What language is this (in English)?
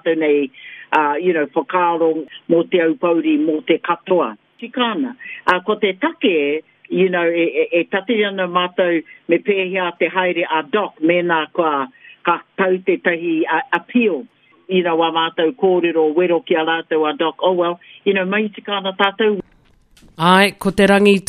Māori